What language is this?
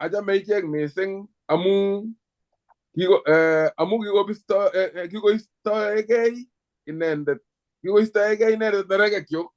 Kalenjin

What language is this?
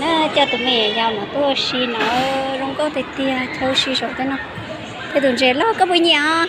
Hmong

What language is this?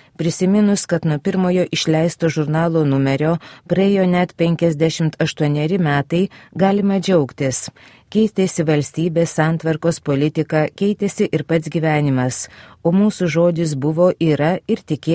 Lithuanian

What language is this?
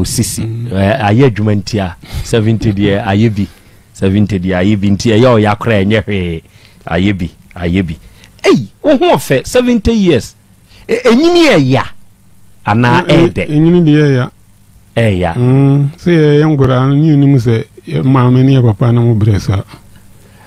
Akan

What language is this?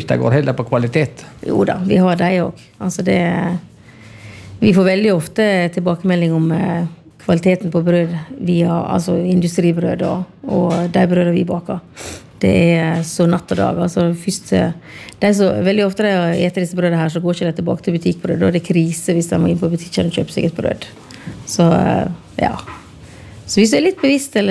Norwegian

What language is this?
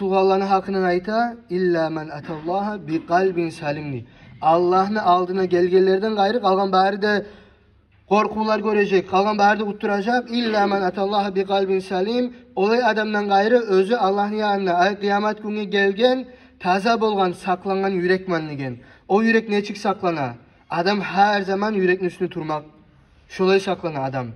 Kumyk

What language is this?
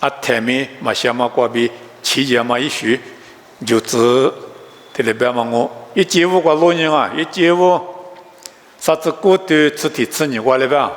Lisu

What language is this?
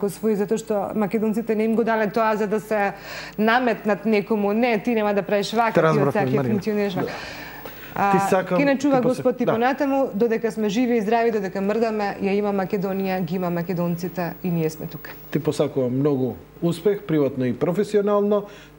Macedonian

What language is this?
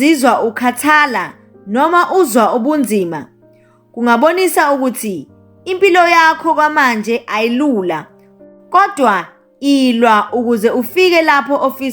Zulu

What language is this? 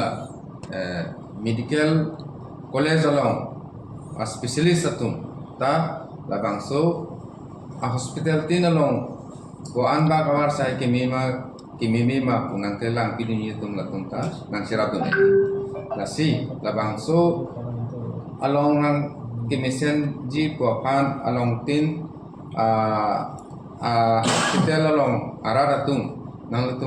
Karbi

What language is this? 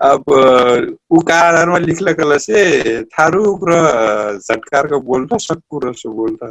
Dangaura Tharu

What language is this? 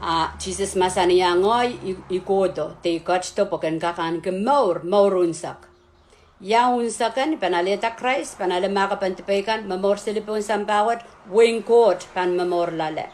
Pohnpeian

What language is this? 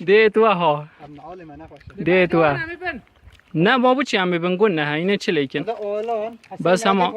Kurdish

